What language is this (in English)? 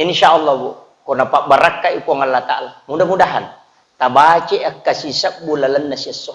Buginese